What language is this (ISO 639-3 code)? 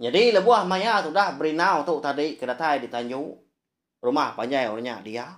iba